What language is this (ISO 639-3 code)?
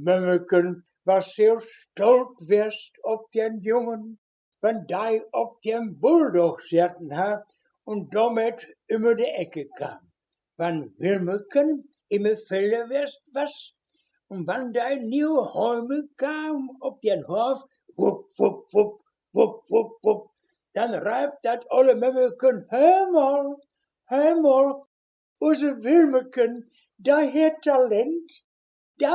wep